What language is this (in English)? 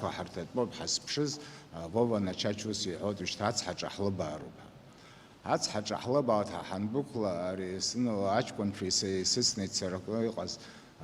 Abkhazian